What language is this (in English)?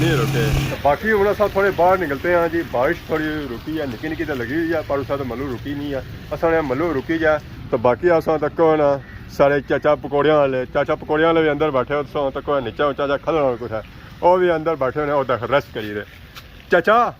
Pahari-Potwari